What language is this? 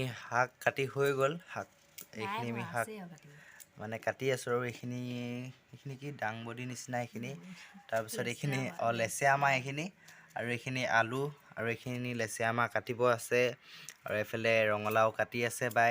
Assamese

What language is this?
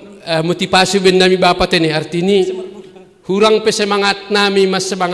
Batak Simalungun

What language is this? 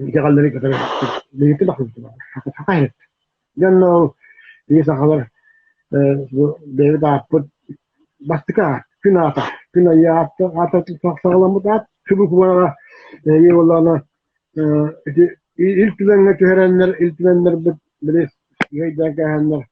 Yakut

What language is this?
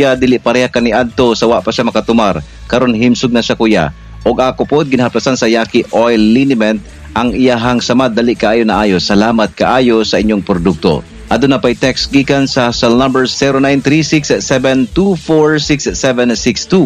Cebuano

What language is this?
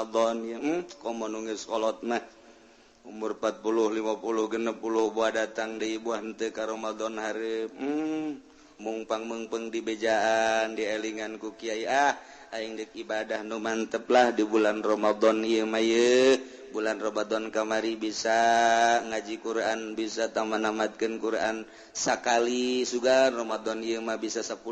Sundanese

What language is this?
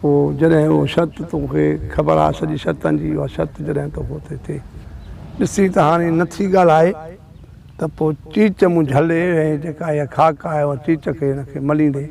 Sindhi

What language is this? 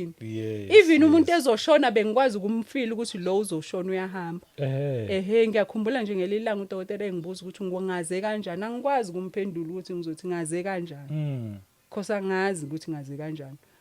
Zulu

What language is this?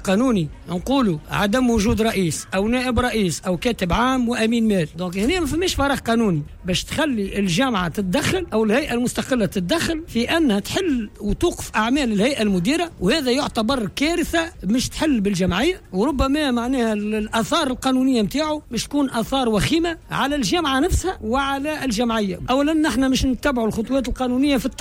Tunisian Arabic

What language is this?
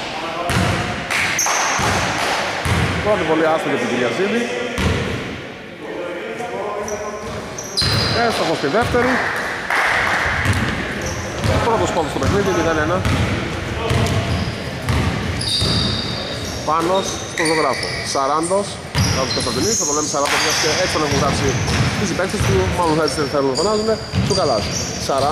Greek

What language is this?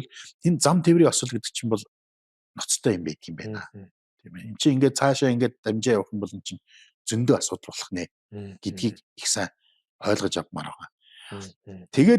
Mongolian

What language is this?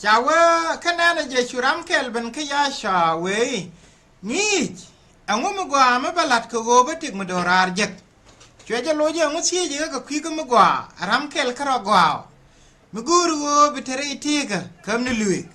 Nuer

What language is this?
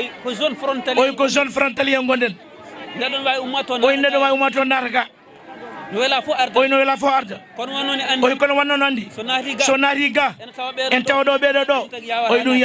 Fula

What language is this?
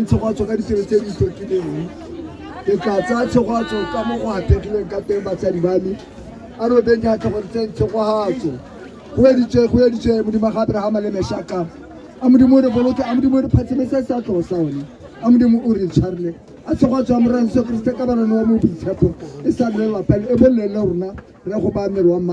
Tswana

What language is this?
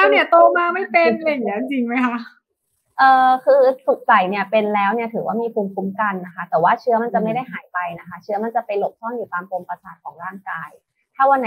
Thai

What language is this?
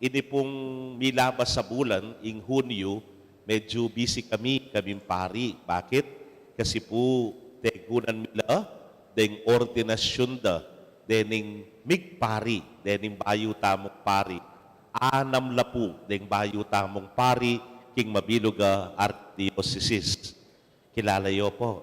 Pampanga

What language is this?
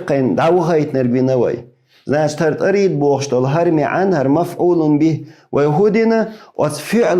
Chechen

